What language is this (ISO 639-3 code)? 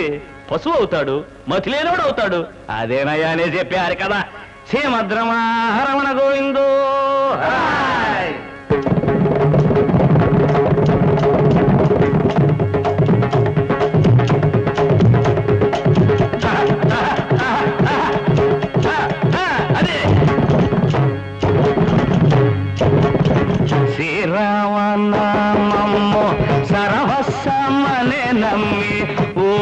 tel